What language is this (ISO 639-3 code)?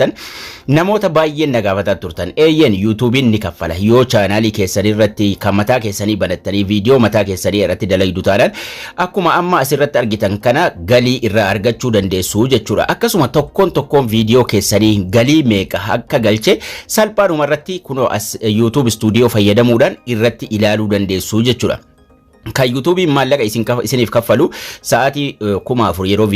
orm